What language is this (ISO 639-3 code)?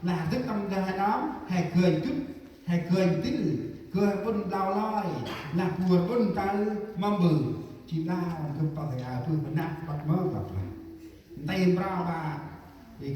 cmo